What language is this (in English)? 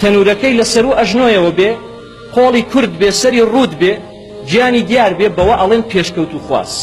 Central Kurdish